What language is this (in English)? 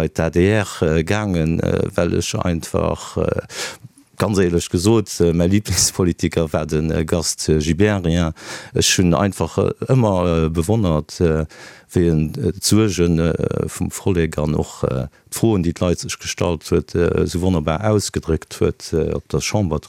Luxembourgish